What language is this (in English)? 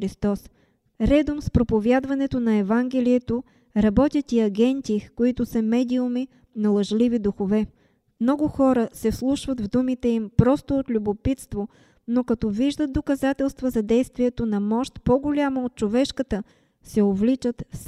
Bulgarian